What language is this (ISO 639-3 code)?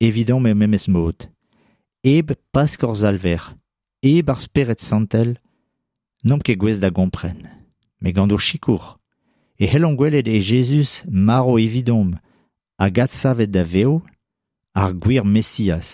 bre